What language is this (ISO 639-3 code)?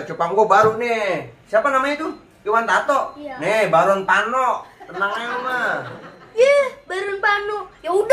bew